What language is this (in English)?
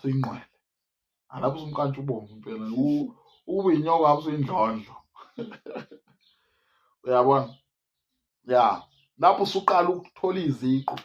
Zulu